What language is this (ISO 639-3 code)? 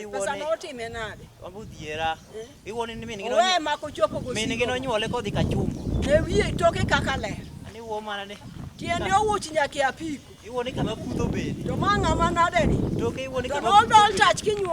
luo